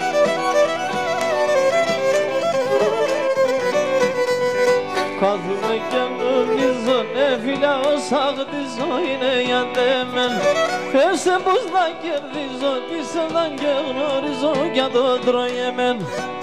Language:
Pontic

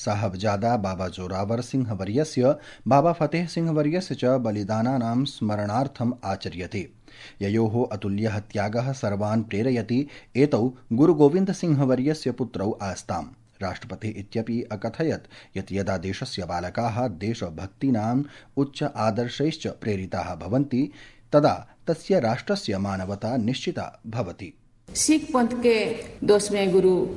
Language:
Sanskrit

